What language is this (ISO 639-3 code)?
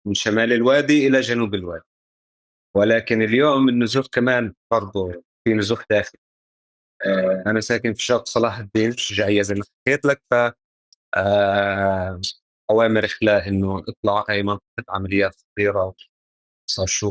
apc